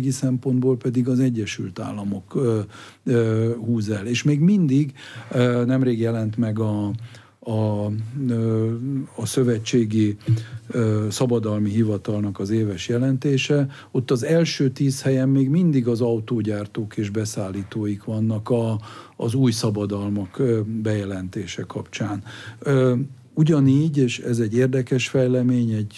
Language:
Hungarian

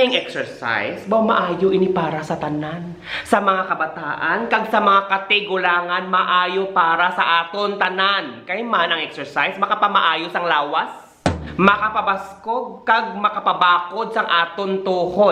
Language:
Hiligaynon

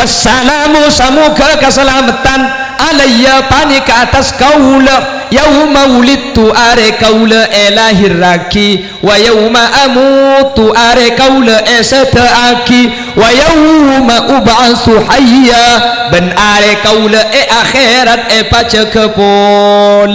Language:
Madurese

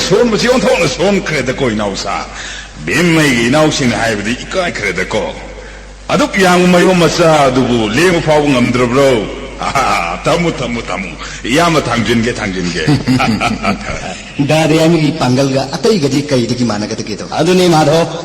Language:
Manipuri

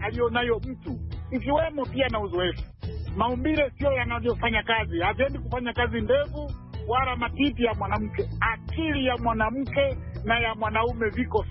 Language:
Swahili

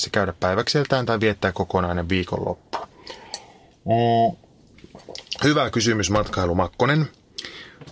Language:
Finnish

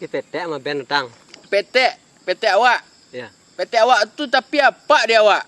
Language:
Minangkabau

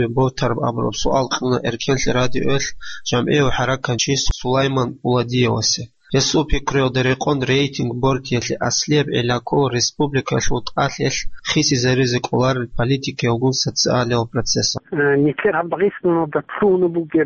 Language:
Avaric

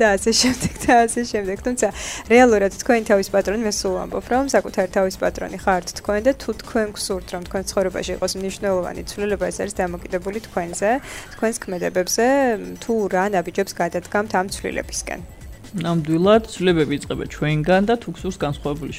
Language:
Georgian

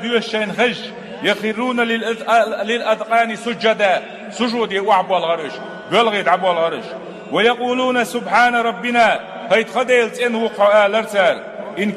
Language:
Chechen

